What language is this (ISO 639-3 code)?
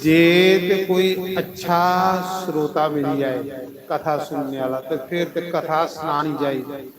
doi